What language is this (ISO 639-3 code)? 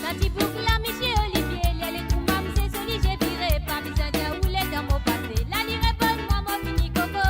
mfe